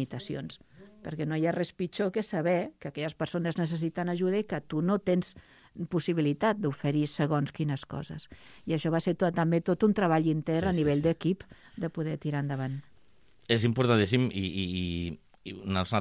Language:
Catalan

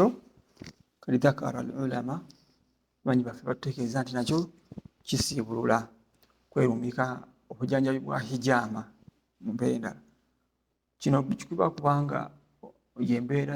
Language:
Ganda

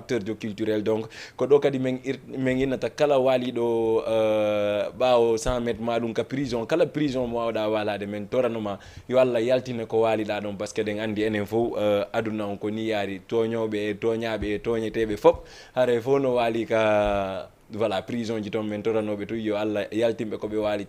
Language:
Fula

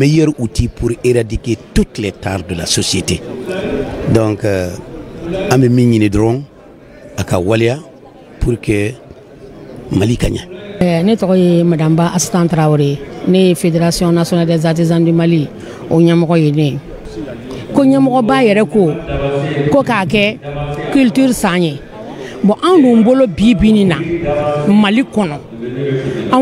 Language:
Bambara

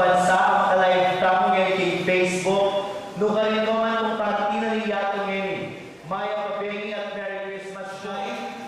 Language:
Pampanga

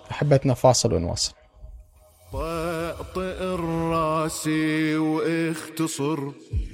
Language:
Mesopotamian Arabic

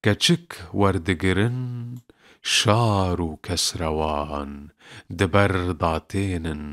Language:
Kurdish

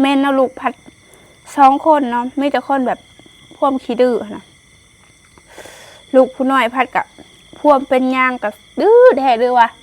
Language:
Lao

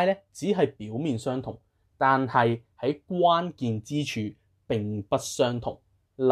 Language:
Cantonese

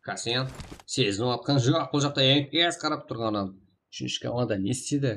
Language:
Kara-Kalpak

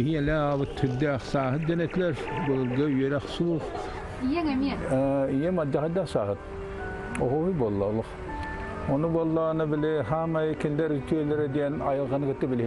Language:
Yakut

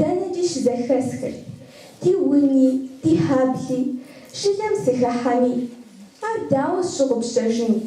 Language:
Kabardian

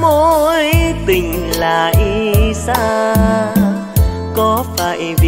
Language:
Vietnamese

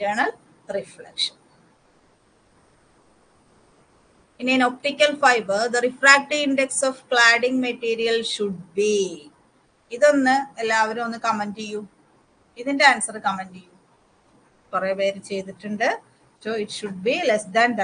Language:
Malayalam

